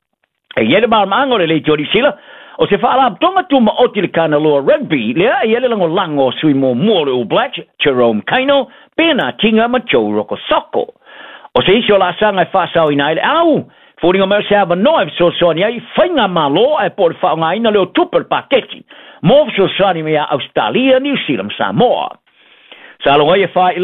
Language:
Samoan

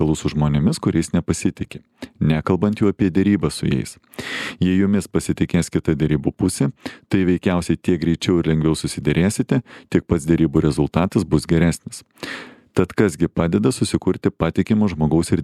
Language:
Lithuanian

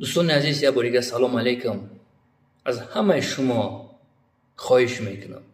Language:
Tajik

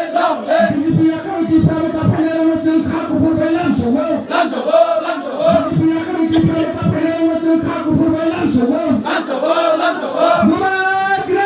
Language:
Kok Borok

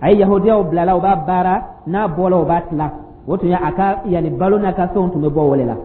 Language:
Dyula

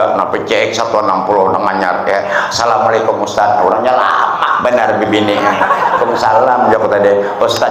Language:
Banjar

